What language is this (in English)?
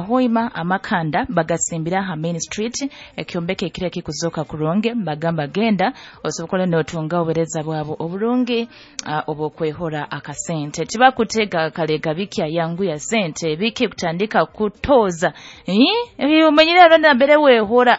Nyoro